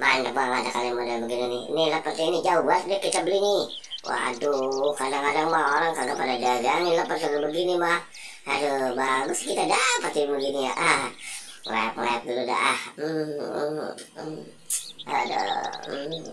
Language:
Betawi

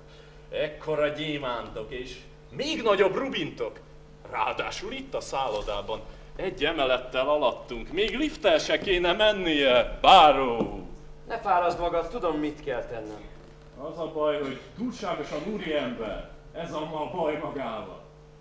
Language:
Hungarian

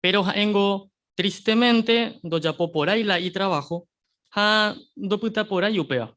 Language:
Guarani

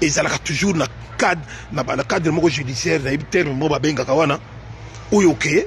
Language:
Lingala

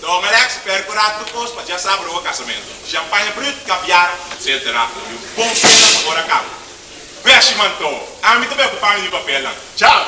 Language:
Papiamento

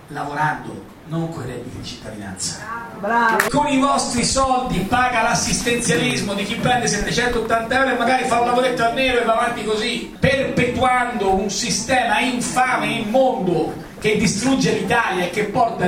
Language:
Italian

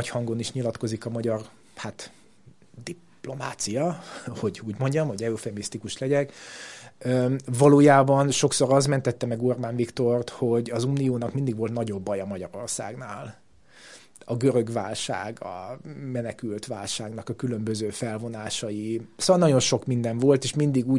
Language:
Hungarian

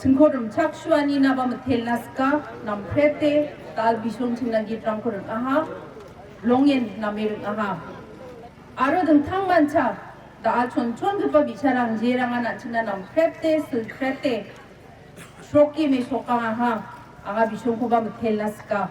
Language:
Garo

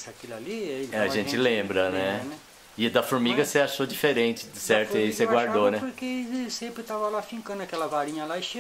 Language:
Portuguese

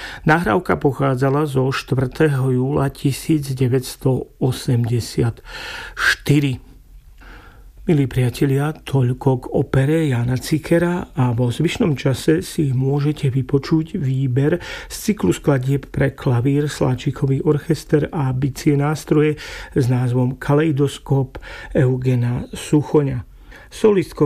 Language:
Slovak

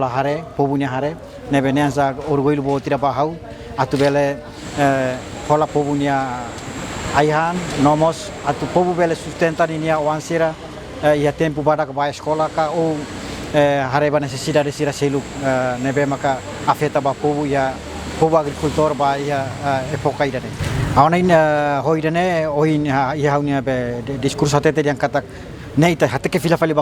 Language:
Tetum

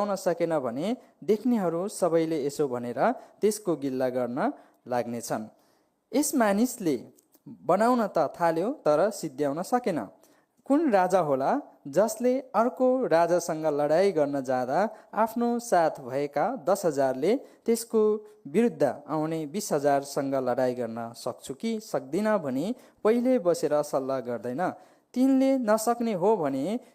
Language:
Nepali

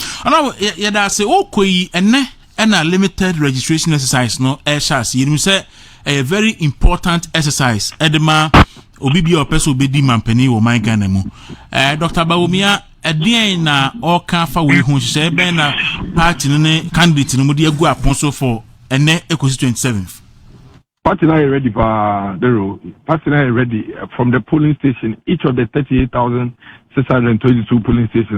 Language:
Akan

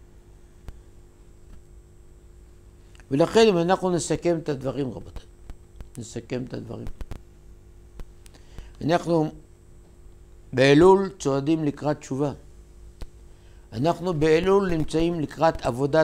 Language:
Hebrew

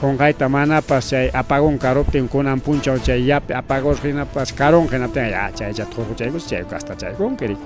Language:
Ayacucho Quechua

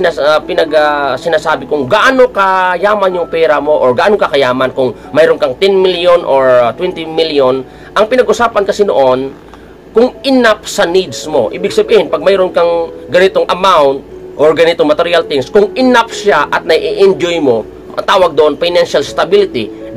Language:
Filipino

